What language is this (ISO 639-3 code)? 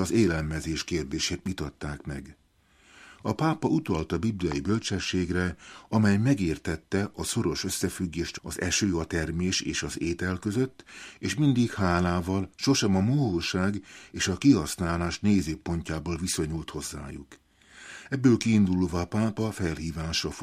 hun